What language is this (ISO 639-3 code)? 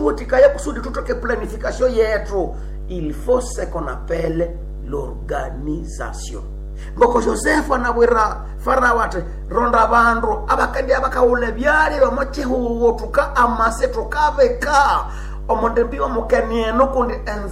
nnb